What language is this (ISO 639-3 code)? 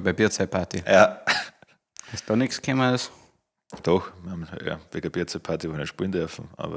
bar